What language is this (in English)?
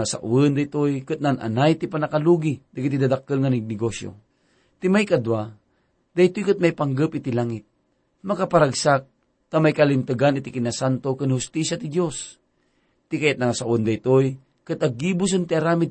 Iloko